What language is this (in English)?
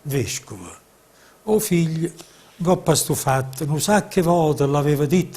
Neapolitan